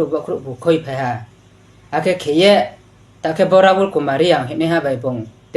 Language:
Riang (India)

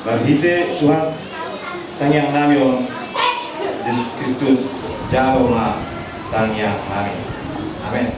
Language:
Batak Toba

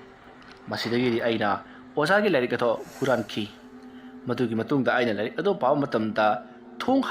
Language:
Manipuri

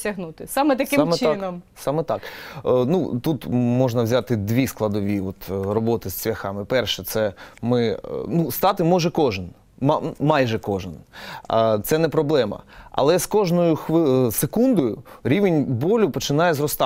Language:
Ukrainian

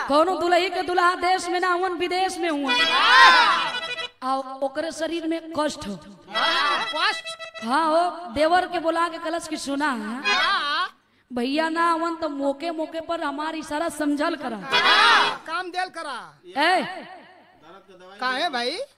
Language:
Bhojpuri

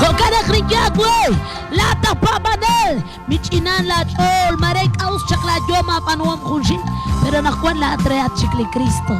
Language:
Kekchí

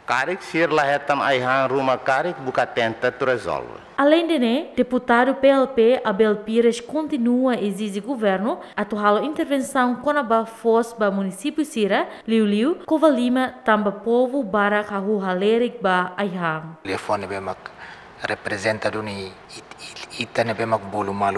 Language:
Tetum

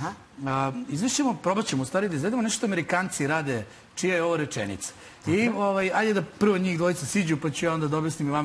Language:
Serbian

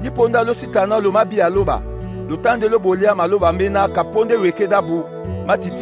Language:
Duala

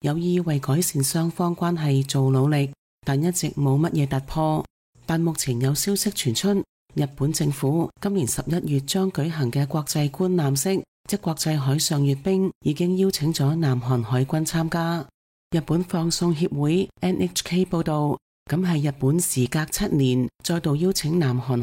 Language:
Cantonese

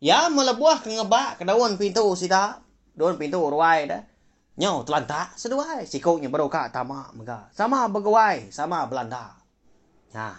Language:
Iban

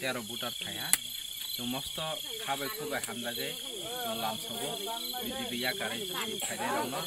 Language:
Kok Borok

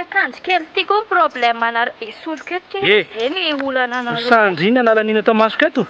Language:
Malagasy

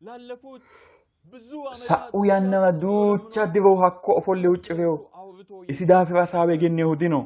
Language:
Sidamo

